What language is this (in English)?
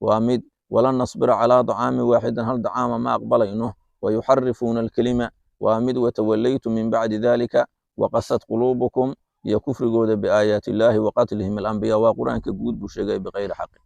Somali